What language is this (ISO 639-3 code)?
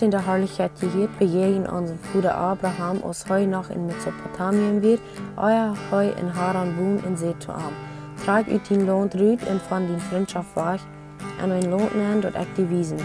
pdt